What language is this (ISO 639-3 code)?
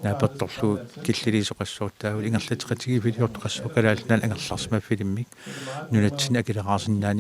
kal